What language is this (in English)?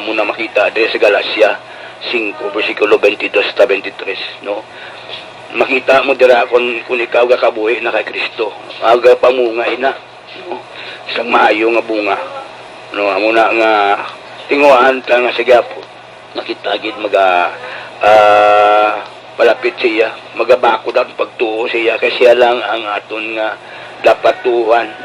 Hiligaynon